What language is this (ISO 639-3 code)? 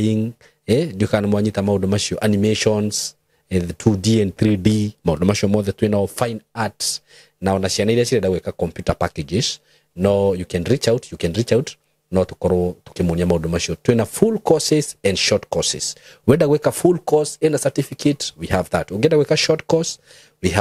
kik